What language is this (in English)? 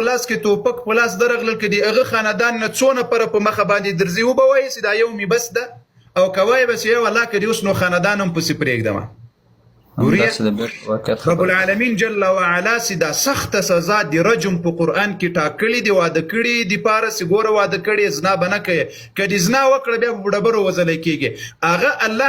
Pashto